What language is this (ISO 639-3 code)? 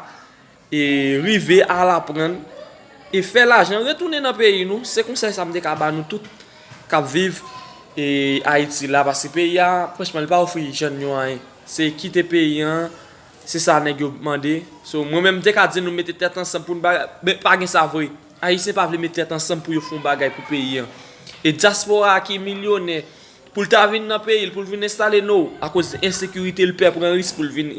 hat